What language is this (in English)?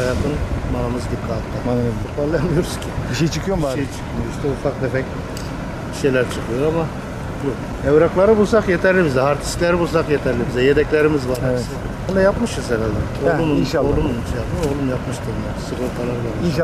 Turkish